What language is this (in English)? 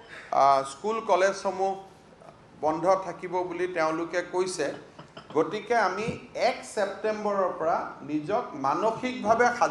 Assamese